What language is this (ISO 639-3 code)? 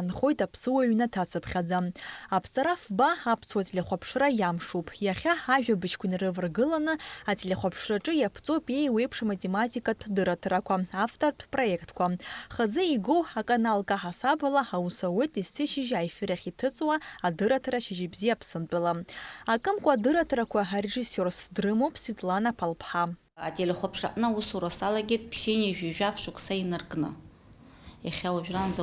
abk